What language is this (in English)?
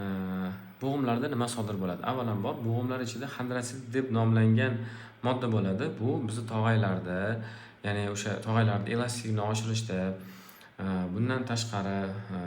Uzbek